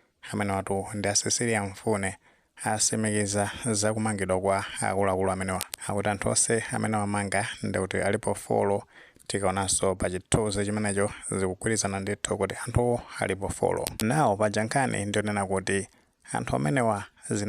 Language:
Nyanja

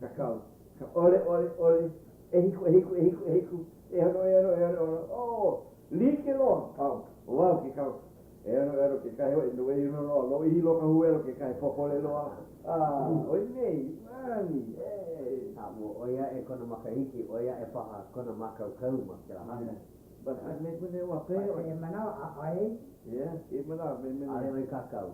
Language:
Hawaiian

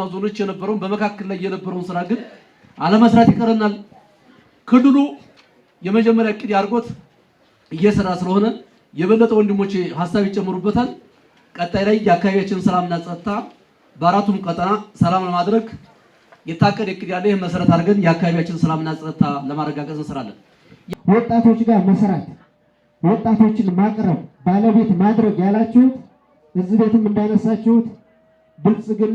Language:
Amharic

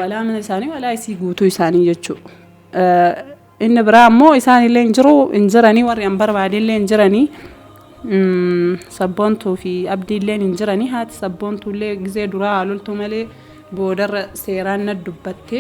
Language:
Oromo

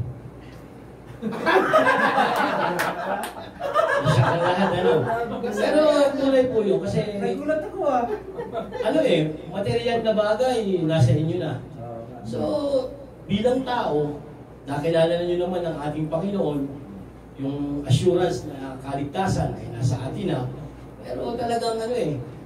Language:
Filipino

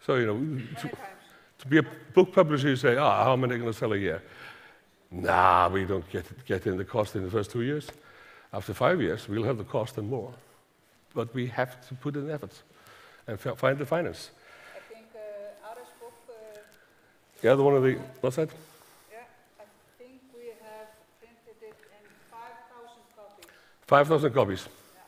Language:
Faroese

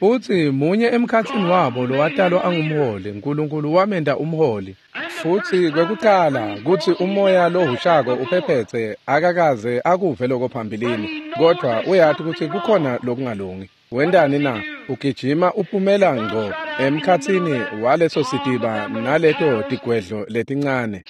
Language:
Swati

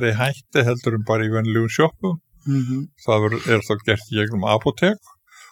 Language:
Icelandic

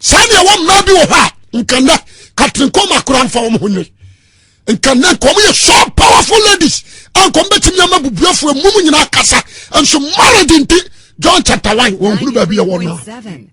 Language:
Akan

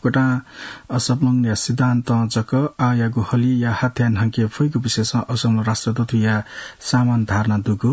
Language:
Newari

